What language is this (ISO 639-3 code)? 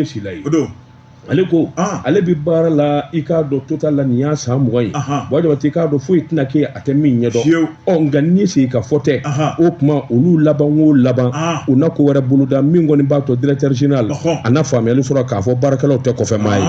bam